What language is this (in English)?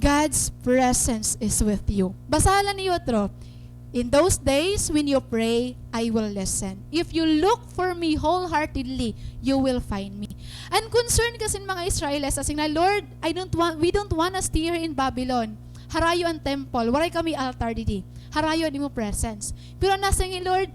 Waray